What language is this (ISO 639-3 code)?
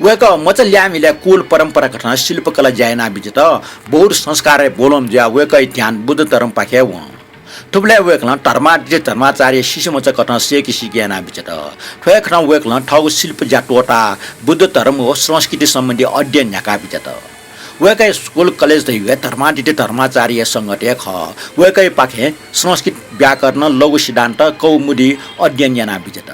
new